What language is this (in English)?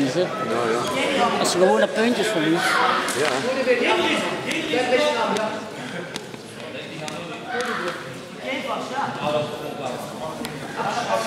Dutch